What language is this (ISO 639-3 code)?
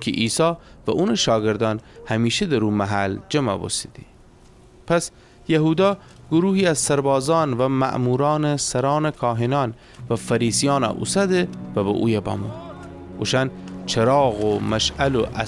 glk